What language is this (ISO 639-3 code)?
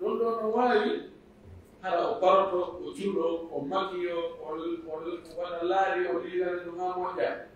ful